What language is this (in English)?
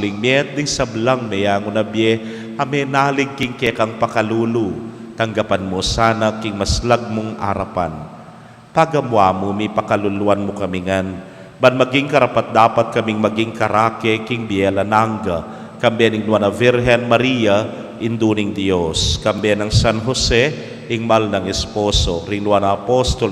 Pampanga